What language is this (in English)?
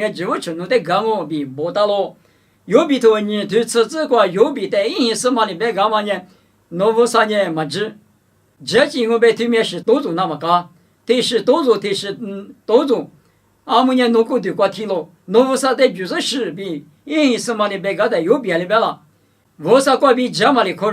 Lisu